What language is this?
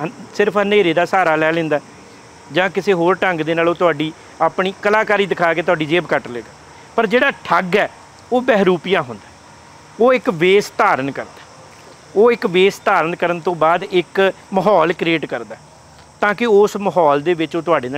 Punjabi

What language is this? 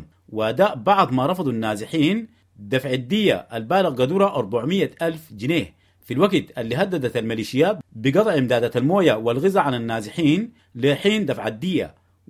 Sudanese Arabic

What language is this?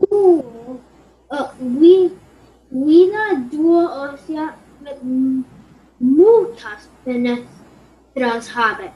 Latin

